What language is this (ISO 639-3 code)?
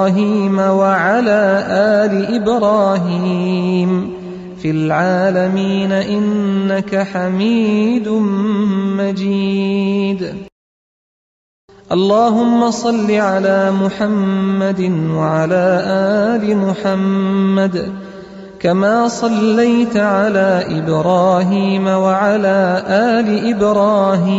ara